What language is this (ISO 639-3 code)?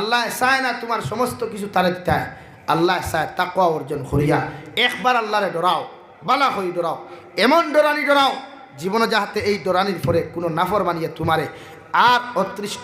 syl